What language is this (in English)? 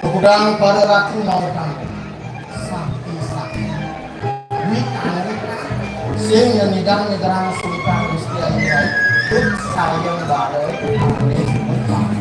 Balinese